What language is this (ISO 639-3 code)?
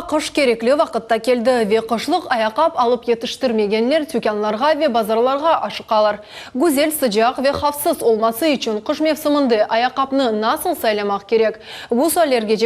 crh